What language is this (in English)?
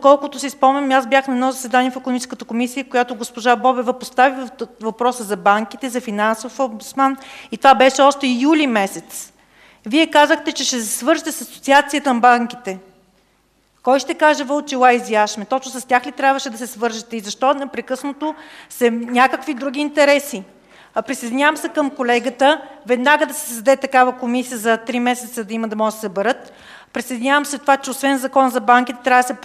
Bulgarian